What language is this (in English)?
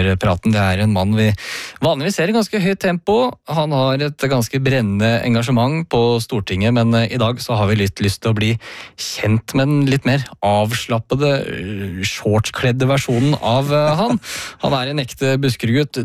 Norwegian